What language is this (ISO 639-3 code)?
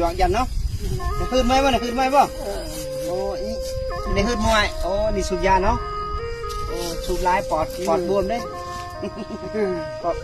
lao